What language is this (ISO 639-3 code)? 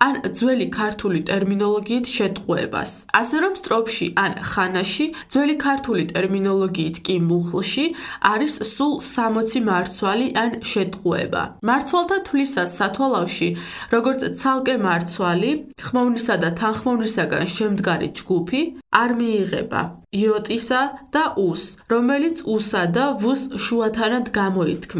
kat